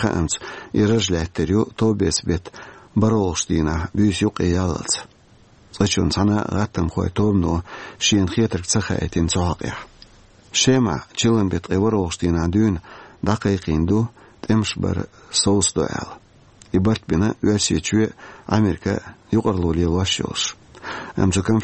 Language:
Chechen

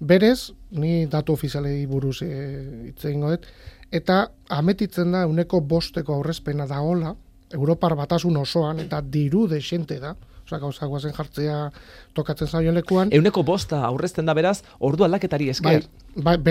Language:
Basque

